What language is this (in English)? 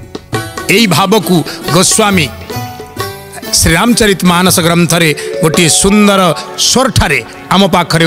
Odia